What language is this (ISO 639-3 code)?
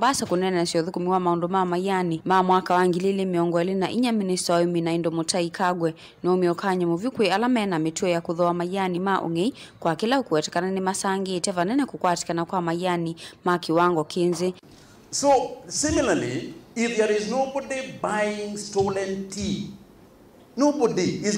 kam